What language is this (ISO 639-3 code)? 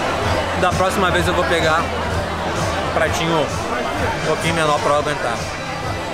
por